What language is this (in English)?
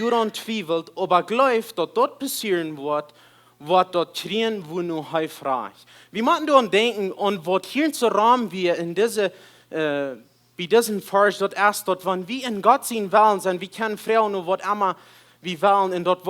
Plautdietsch